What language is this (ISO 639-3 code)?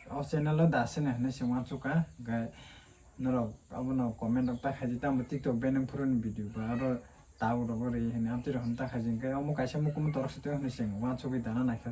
trp